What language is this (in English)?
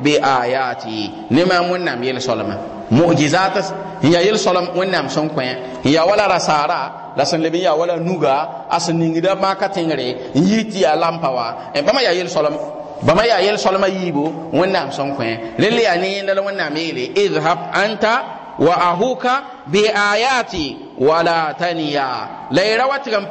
Mossi